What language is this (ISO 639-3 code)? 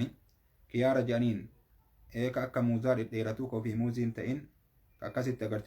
orm